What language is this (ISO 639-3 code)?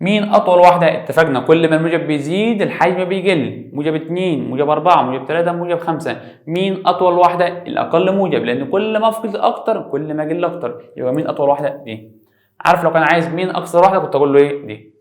arz